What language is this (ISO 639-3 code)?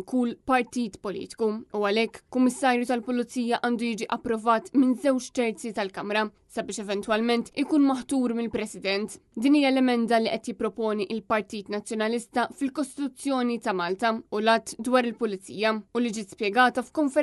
mlt